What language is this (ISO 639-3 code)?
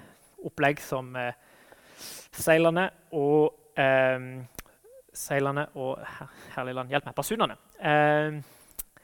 nor